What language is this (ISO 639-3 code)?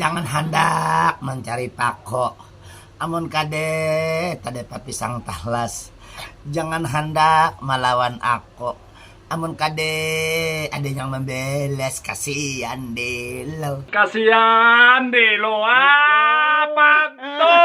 bjn